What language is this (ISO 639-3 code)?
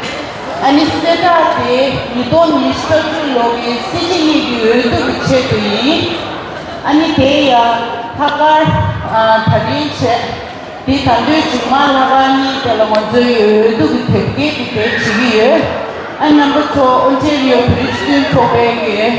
bod